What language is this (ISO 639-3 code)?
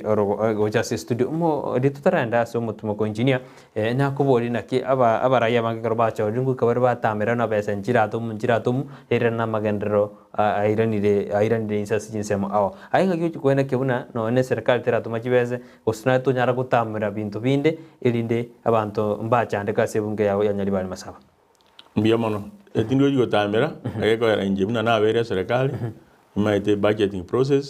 guz